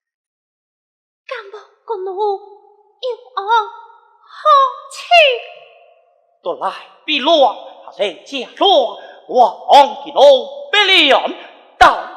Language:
Pu-Xian Chinese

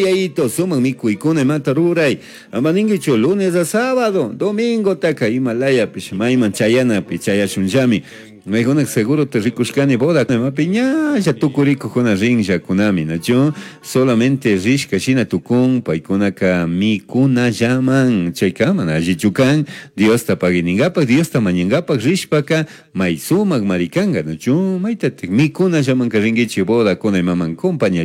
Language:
Chimborazo Highland Quichua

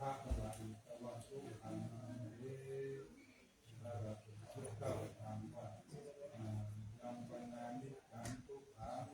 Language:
Pali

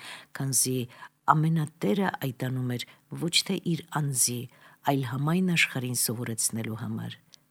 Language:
Armenian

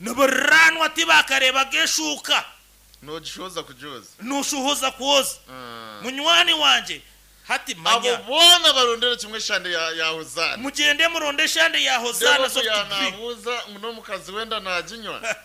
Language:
Nyankole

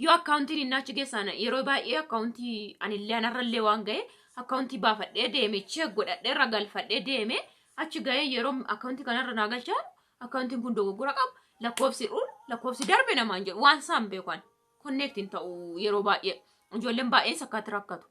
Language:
Oromo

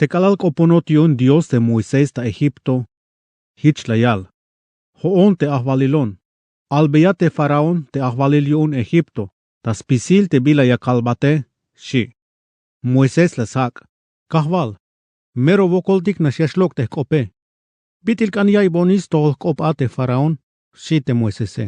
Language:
Tzeltal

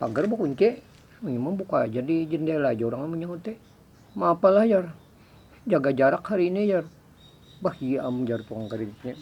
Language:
Banjar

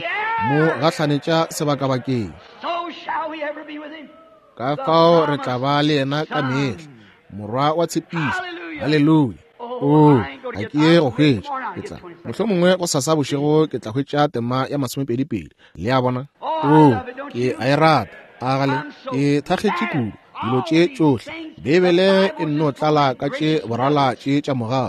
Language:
Northern Sotho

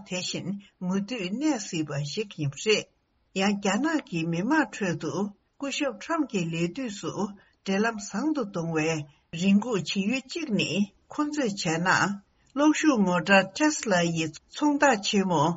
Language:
Tibetan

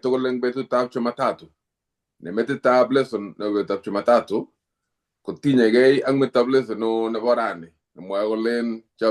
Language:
Kalenjin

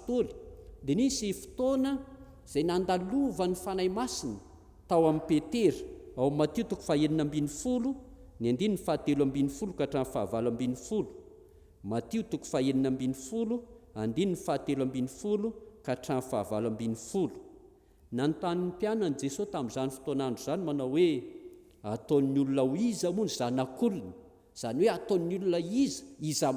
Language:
Malagasy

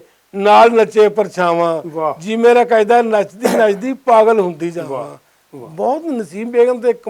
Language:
Western Panjabi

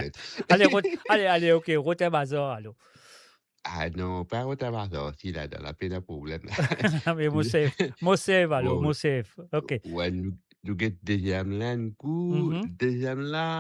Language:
Morisyen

